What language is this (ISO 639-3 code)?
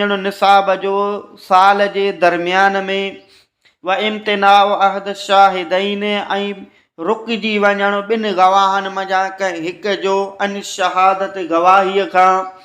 snd